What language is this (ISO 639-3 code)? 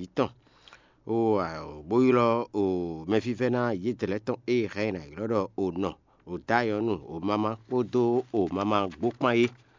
fon